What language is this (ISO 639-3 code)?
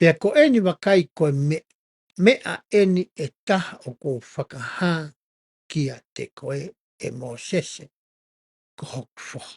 ton